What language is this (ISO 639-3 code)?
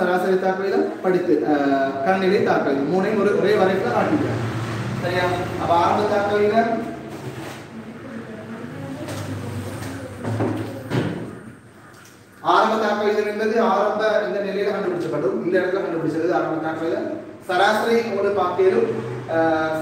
tam